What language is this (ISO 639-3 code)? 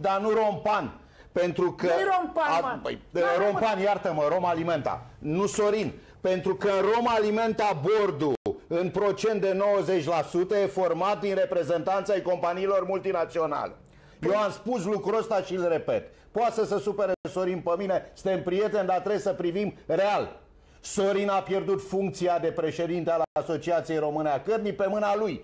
ron